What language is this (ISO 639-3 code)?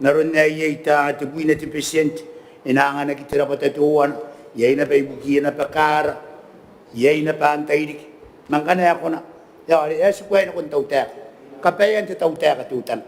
gil